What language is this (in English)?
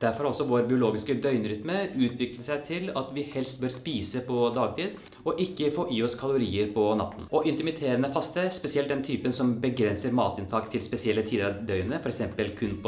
Norwegian